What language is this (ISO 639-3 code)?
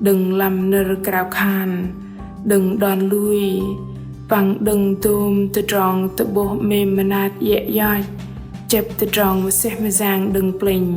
bdq